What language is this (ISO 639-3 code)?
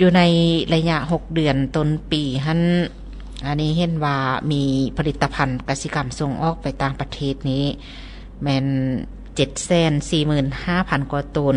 lao